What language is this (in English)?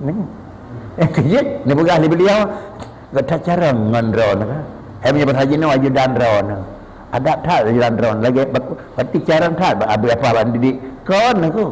Achinese